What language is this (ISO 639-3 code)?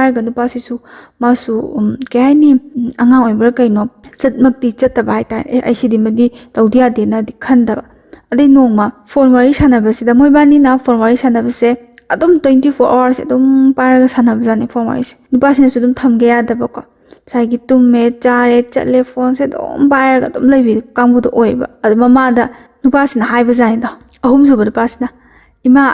mni